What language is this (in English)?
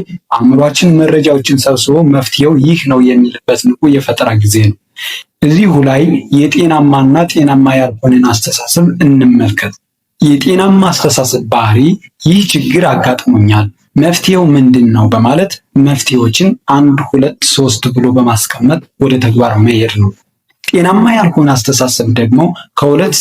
Amharic